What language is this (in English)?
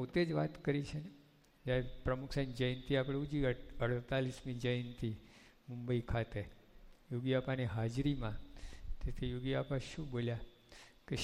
Gujarati